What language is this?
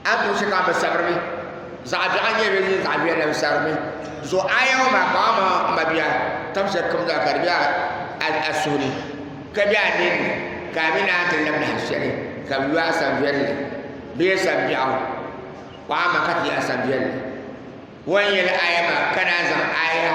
Dagbani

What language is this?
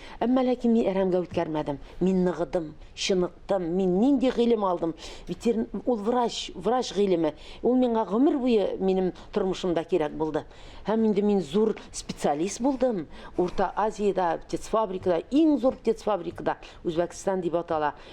Tatar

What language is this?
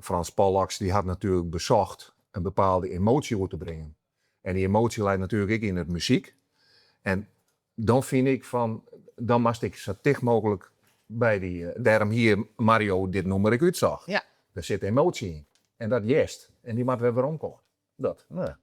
Western Frisian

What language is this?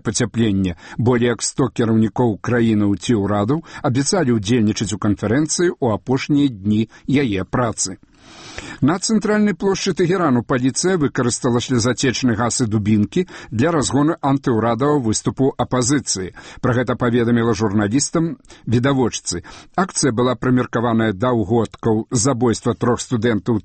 Belarusian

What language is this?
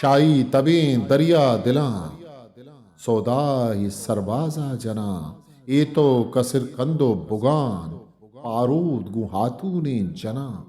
Eastern Balochi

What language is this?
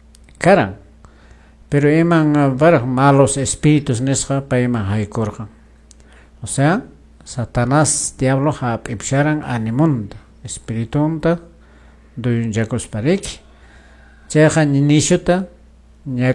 Quechua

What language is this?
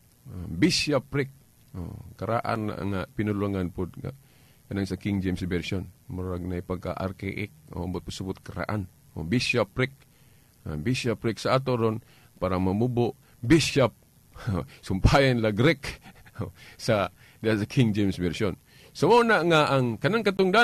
Cebuano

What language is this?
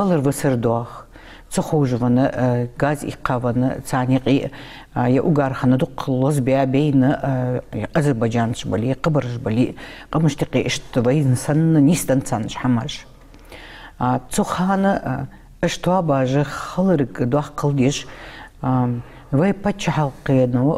Ingush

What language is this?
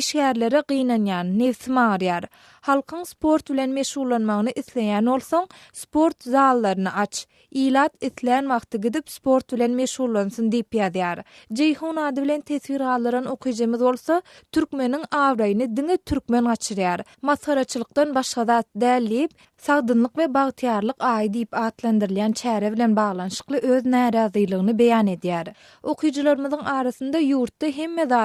Turkmen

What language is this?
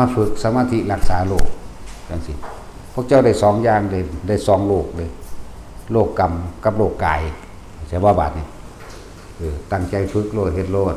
Northeastern Thai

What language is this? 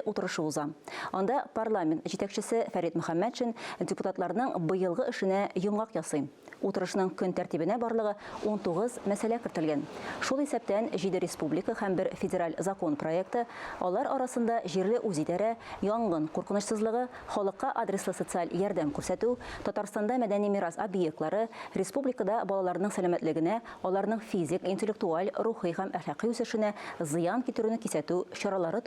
Tatar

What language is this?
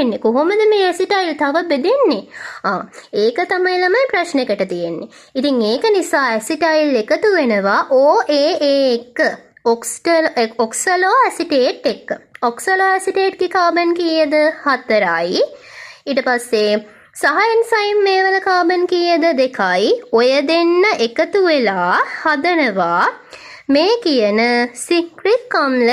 Sinhala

